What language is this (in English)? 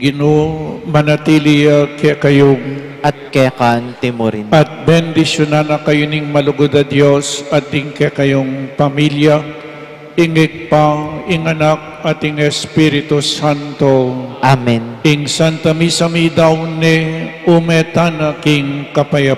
Pampanga